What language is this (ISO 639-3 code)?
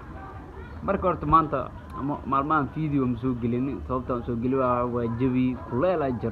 som